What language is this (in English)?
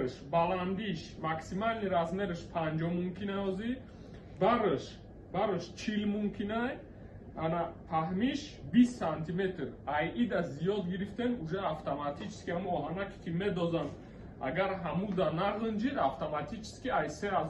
Tajik